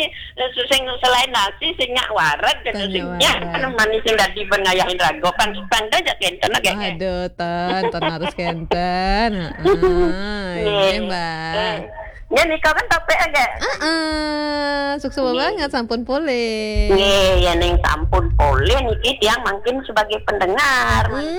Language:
Balinese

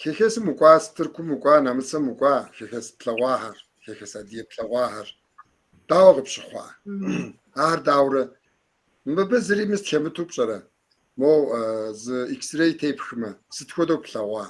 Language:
Kabardian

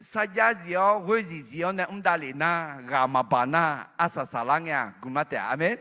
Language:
Akha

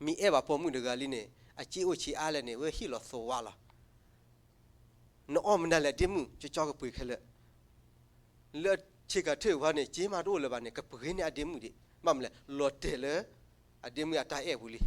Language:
S'gaw Karen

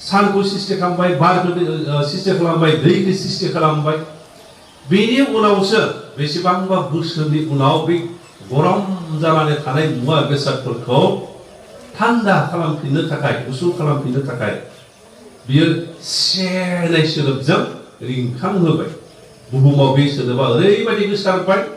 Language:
Bodo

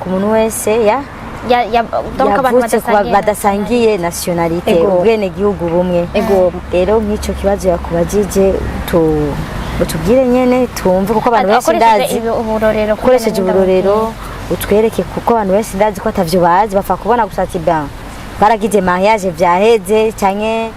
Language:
Rundi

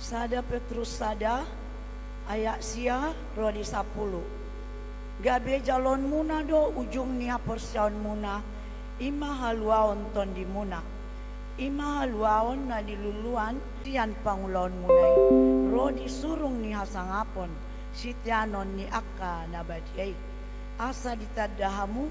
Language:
Batak Toba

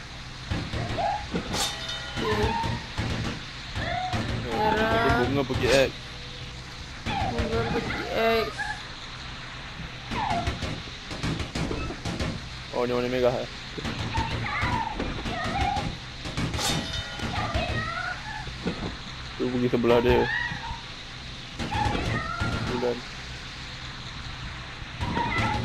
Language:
Malay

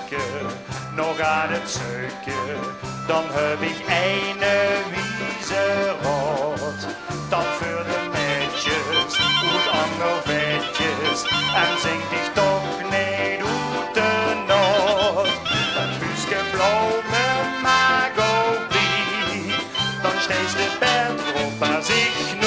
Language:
Limburgish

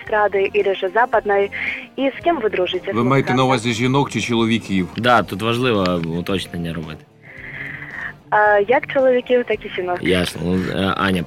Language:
Ukrainian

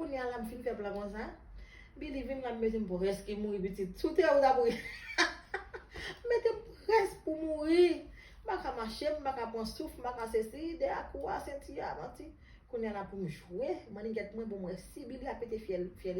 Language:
Haitian Creole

